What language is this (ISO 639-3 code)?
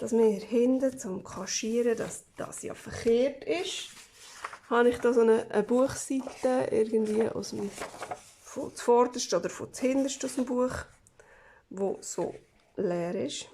gsw